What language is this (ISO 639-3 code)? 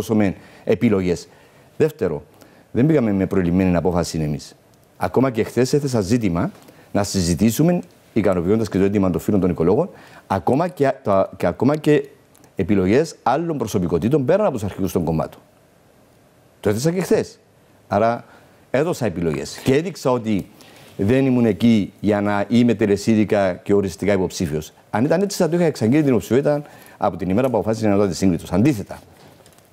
ell